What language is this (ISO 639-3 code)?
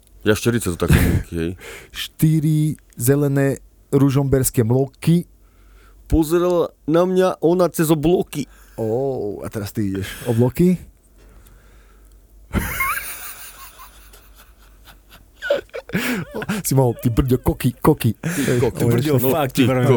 slk